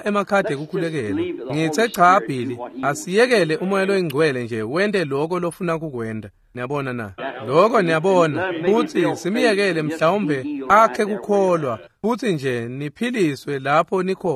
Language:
Swati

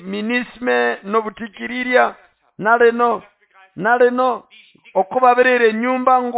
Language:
Nande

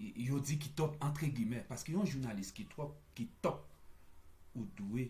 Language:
Haitian Creole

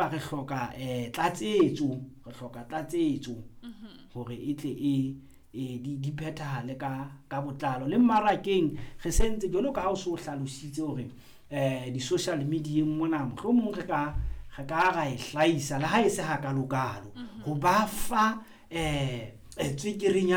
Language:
Southern Sotho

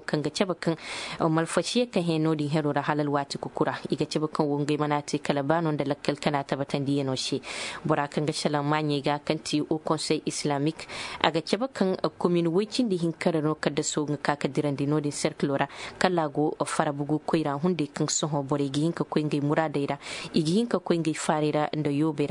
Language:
Zarma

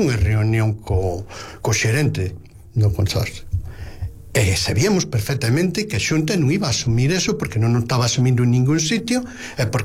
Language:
Galician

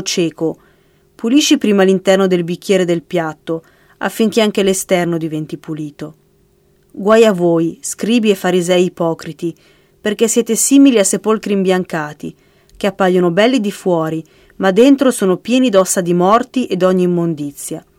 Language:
Italian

